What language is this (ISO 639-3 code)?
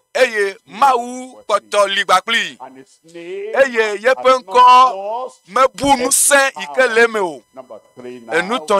ewe